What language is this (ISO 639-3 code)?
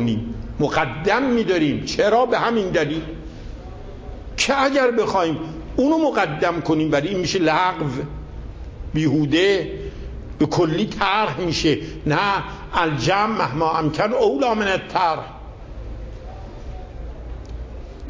fas